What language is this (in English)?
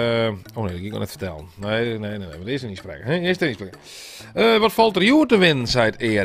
Western Frisian